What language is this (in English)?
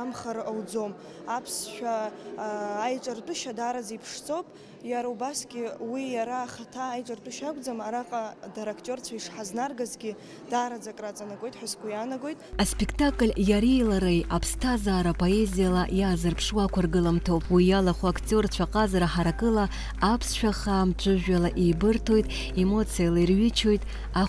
Abkhazian